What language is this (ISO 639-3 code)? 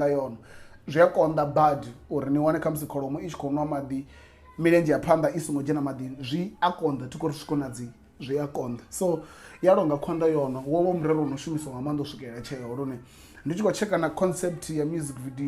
ven